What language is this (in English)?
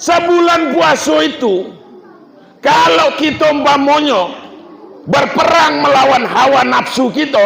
Minangkabau